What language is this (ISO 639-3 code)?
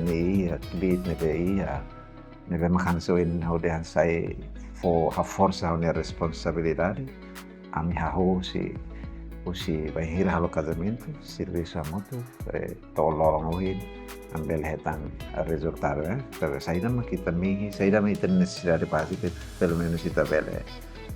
tet